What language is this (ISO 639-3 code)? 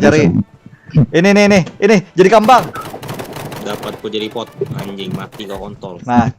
bjn